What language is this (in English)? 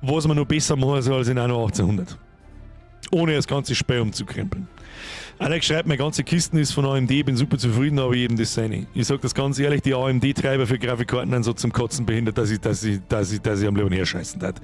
Bavarian